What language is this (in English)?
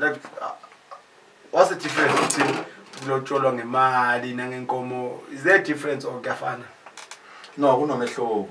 Zulu